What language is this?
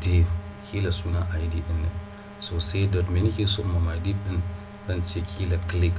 Hausa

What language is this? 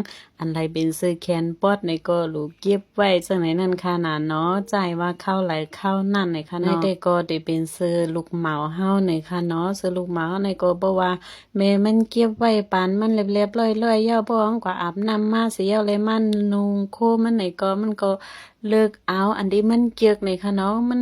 Shan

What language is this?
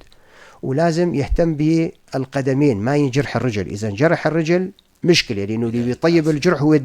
North Levantine Arabic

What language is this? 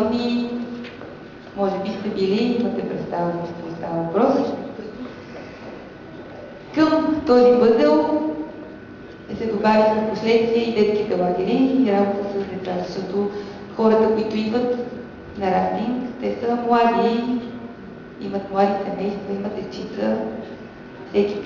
Bulgarian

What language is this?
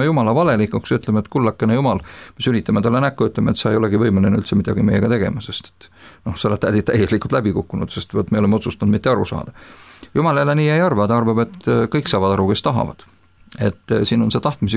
Estonian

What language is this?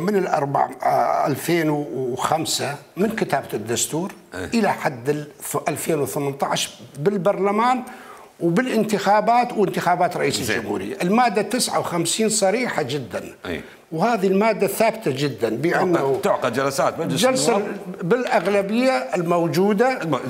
Mesopotamian Arabic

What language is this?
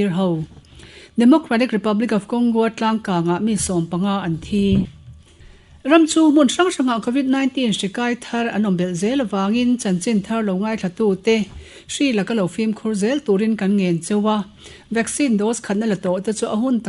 Mizo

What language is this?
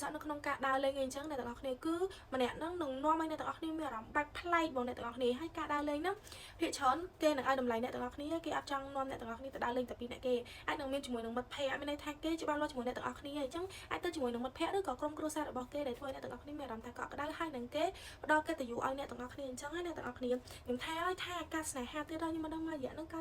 Khmer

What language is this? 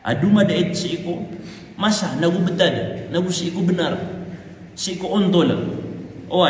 Maranao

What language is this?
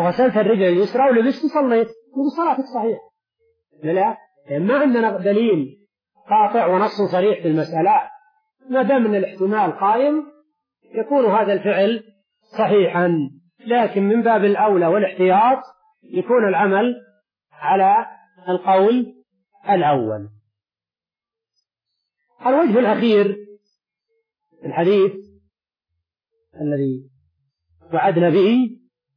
Arabic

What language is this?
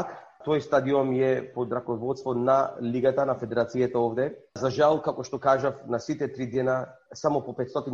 Macedonian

